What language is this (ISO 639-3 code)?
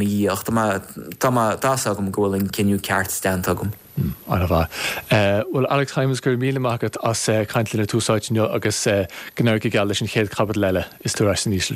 gle